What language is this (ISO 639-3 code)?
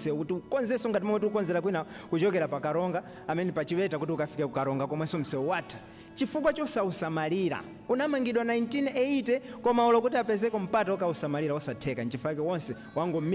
nya